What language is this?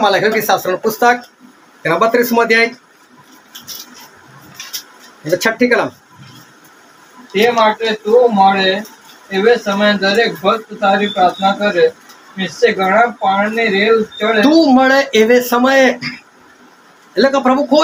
Gujarati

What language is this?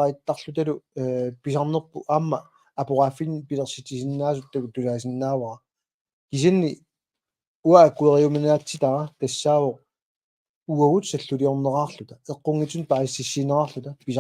Kalaallisut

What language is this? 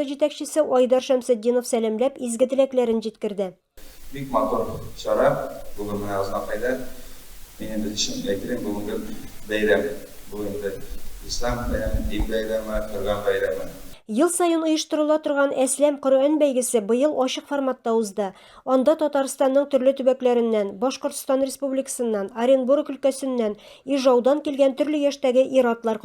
Tatar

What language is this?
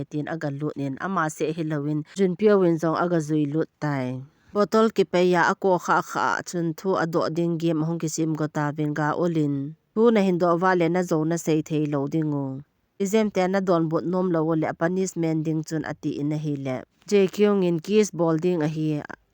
Thado Chin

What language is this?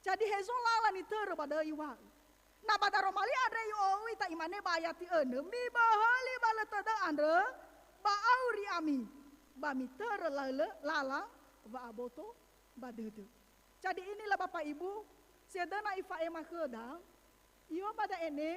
Nias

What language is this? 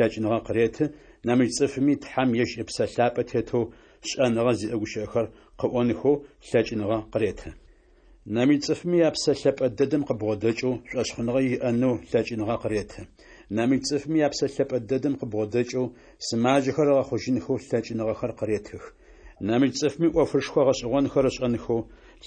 Adyghe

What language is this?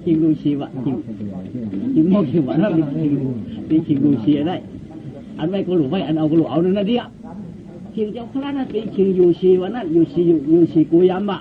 Shan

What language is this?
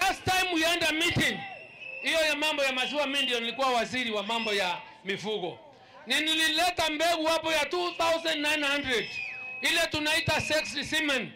Meru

